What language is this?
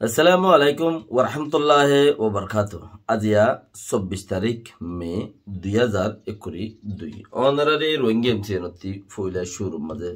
Rohingya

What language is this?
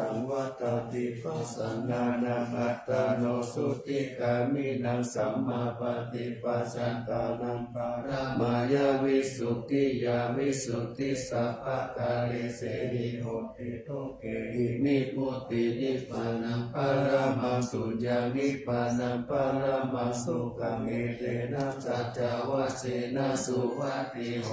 Pali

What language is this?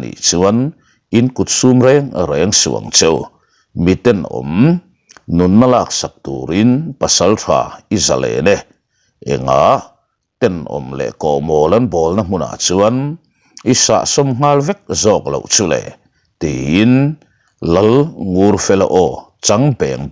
Mizo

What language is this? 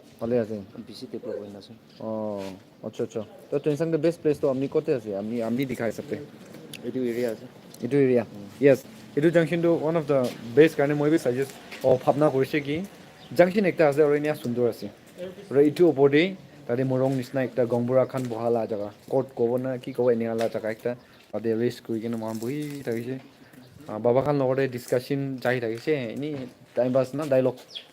Naga Pidgin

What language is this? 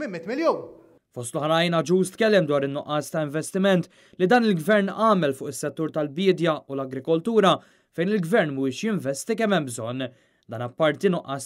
Maltese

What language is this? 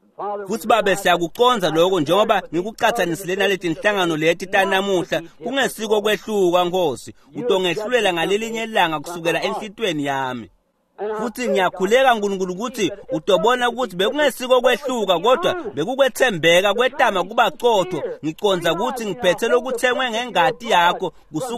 Swati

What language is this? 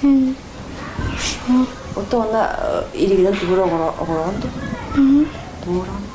Yakut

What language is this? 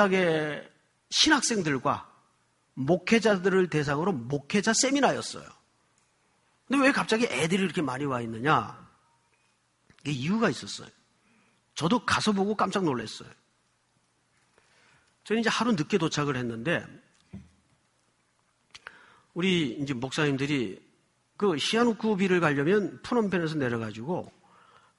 Korean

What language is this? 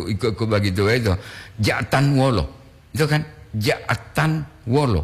Gorontalo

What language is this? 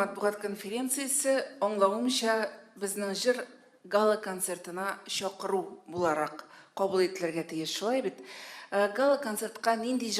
Tatar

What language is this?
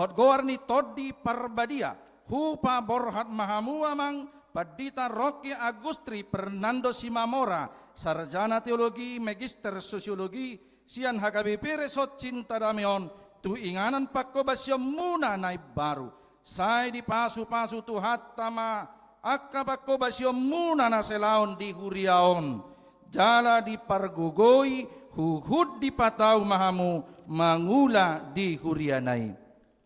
Batak Toba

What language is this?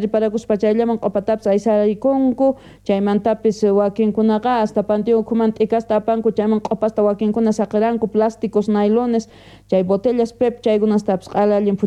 South Bolivian Quechua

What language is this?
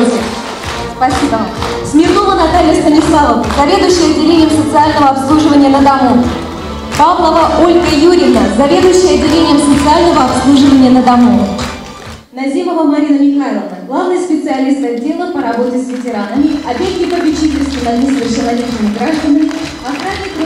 Russian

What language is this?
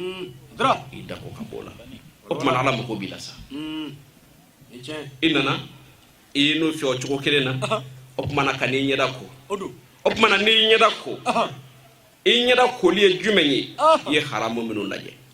Bambara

